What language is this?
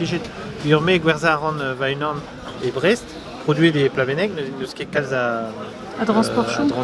Breton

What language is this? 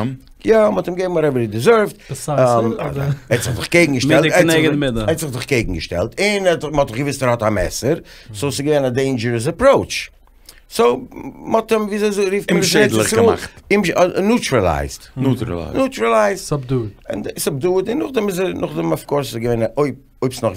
Yiddish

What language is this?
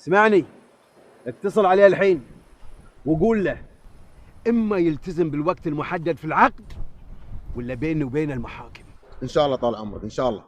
Gulf Arabic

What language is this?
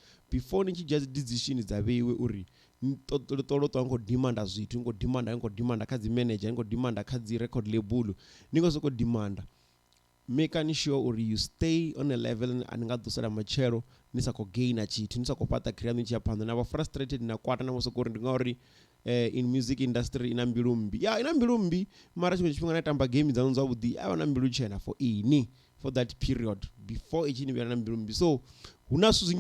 Venda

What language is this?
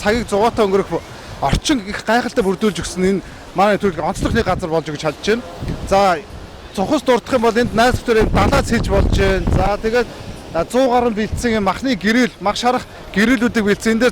Mongolian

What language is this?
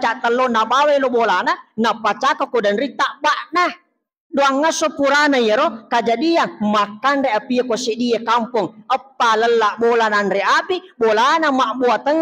Buginese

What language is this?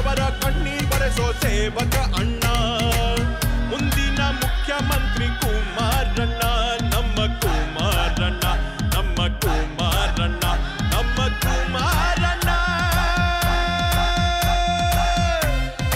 Kannada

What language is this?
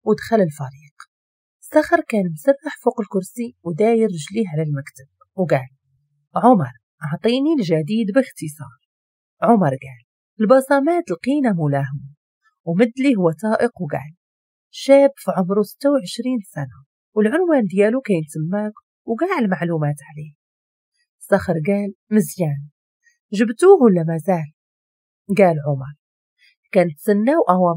Moroccan Arabic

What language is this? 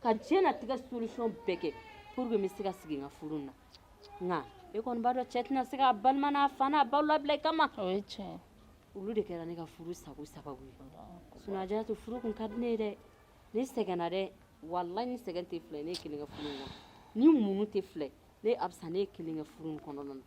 Bambara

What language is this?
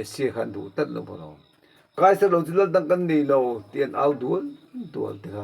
Mizo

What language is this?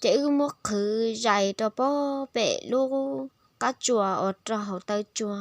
Hmong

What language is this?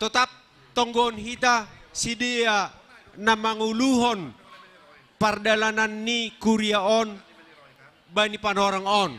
Batak Simalungun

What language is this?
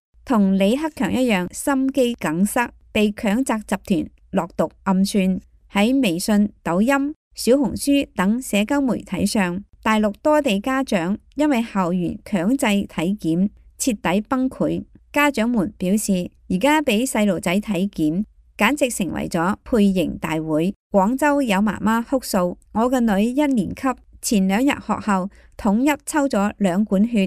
Cantonese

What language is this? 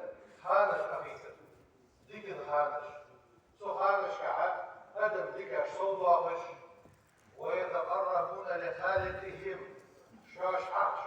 Ingush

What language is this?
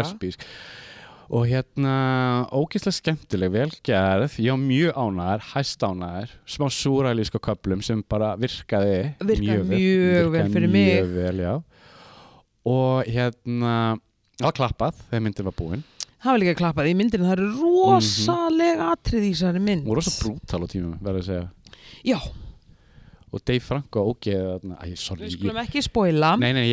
Icelandic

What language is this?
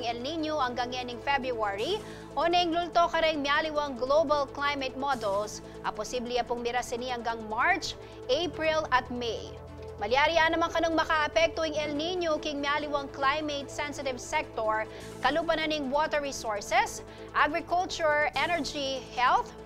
Pampanga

